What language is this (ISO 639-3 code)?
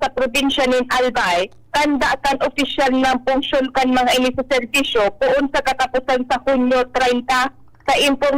bik